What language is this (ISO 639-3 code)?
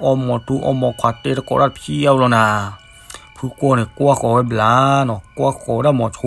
ksw